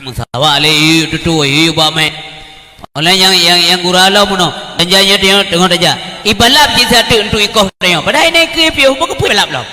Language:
Achinese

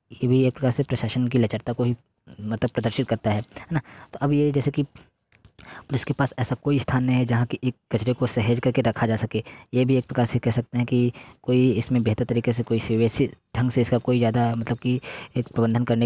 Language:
Hindi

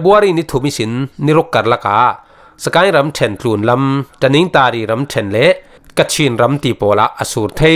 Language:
Falam Chin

